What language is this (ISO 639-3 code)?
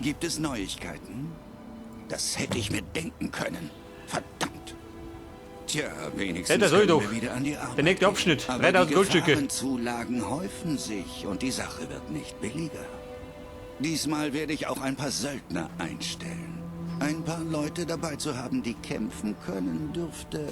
bar